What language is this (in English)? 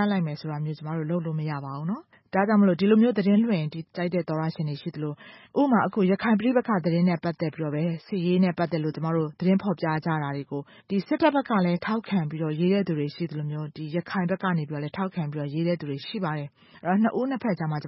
Burmese